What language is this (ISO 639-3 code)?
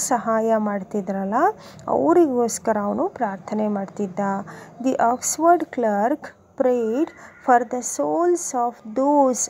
kan